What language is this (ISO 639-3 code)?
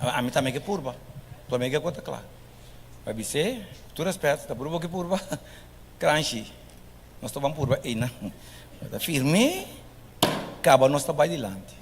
pap